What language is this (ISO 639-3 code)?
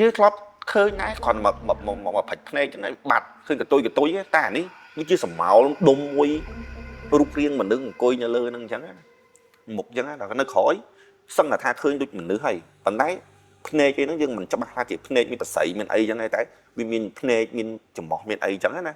khm